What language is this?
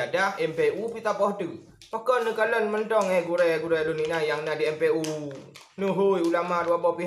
Achinese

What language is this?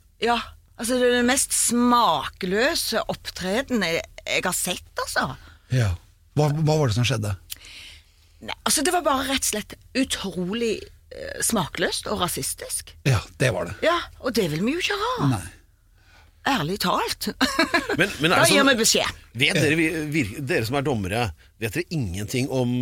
Norwegian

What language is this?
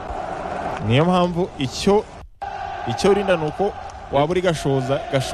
Kinyarwanda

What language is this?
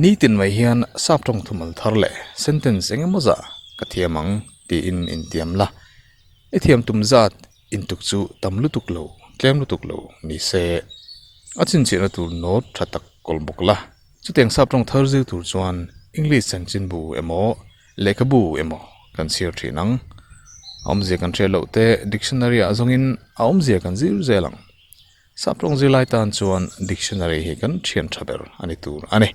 Mizo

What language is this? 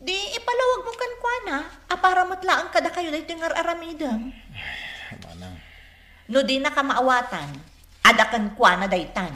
Iloko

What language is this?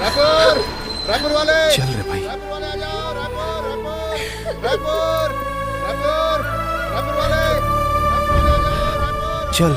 Chhattisgarhi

